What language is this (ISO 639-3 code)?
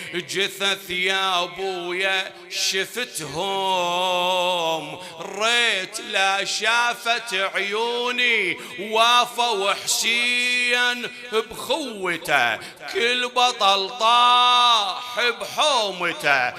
acm